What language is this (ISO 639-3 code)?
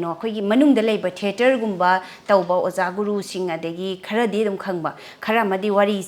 mni